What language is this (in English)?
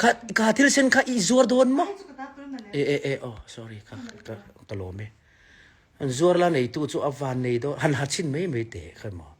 Mizo